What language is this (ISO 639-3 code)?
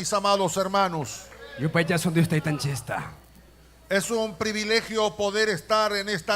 quy